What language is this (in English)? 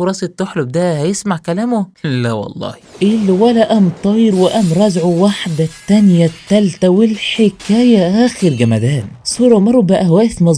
Egyptian Arabic